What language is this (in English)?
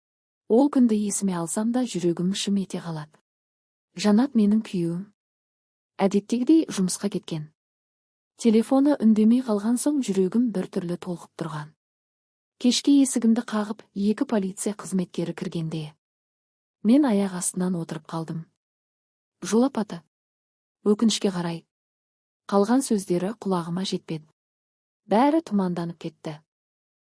Kazakh